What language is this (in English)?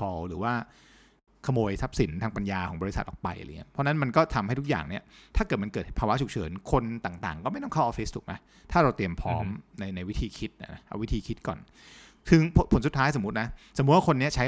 Thai